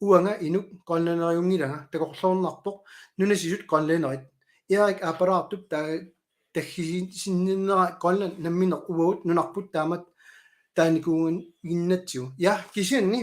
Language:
Kalaallisut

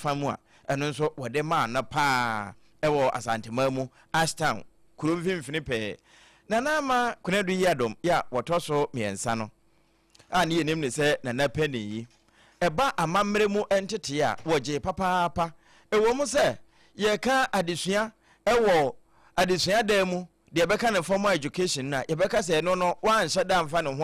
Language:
Akan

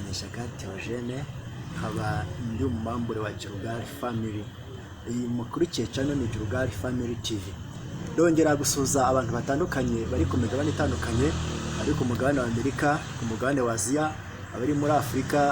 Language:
Kinyarwanda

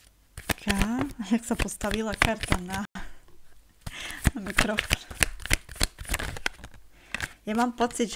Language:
Slovak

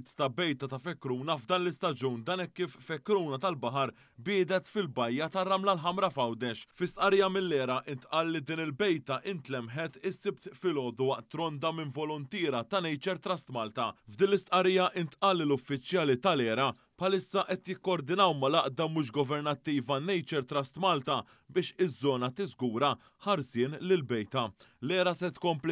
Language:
Maltese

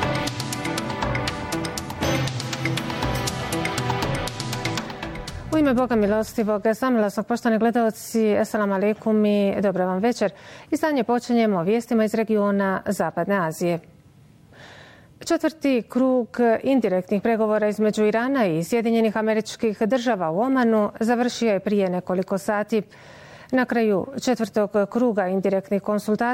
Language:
Bosnian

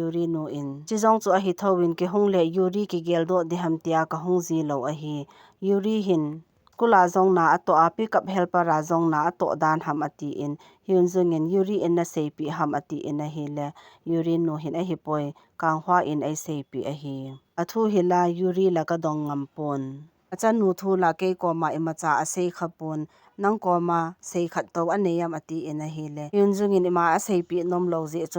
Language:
Thado Chin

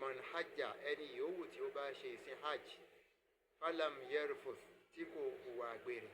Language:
Yoruba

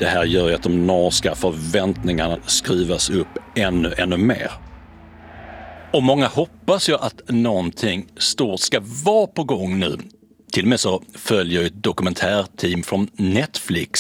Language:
Swedish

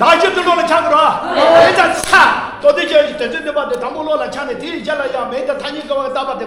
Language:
Tibetan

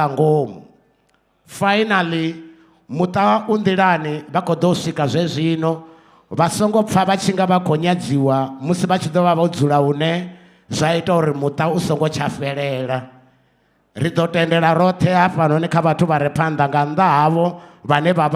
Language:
Venda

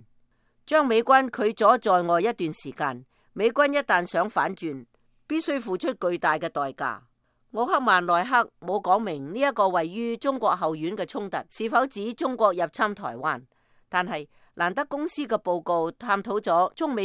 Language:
Cantonese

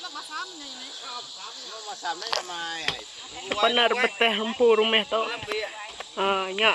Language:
Iban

